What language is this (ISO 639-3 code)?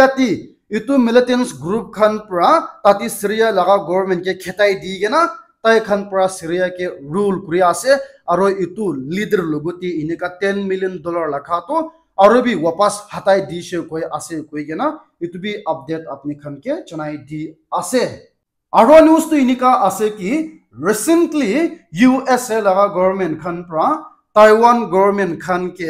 nag